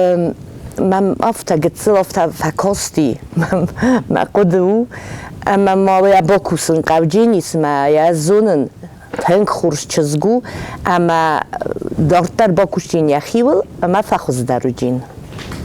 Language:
Ossetic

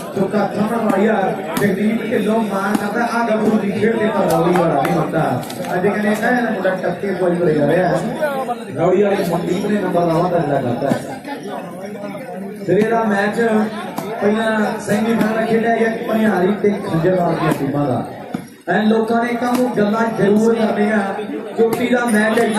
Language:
Punjabi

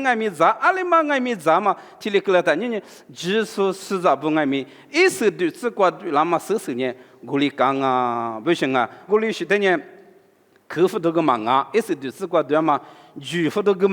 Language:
Lisu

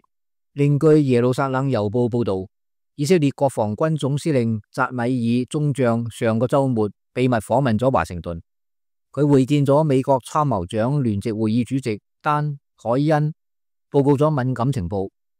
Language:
Cantonese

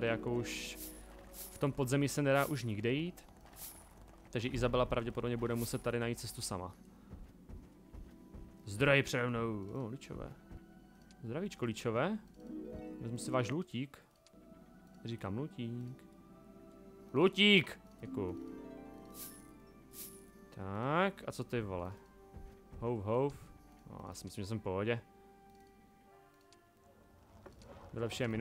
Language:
Czech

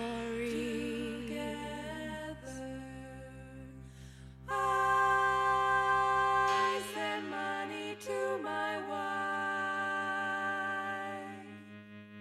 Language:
English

